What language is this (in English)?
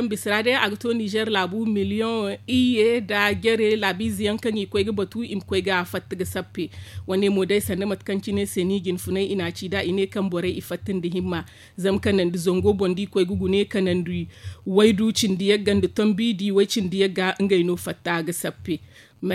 Zarma